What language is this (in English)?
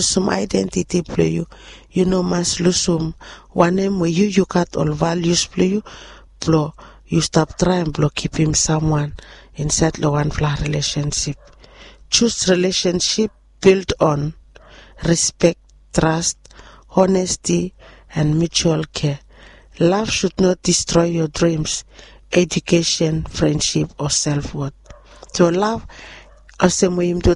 Bislama